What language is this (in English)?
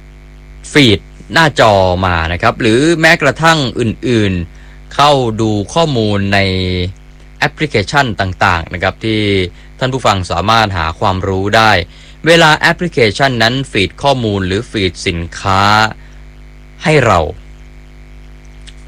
Thai